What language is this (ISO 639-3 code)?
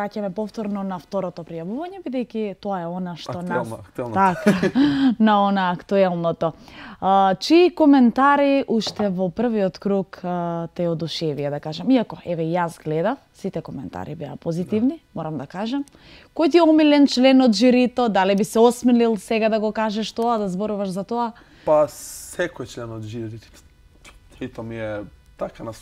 mkd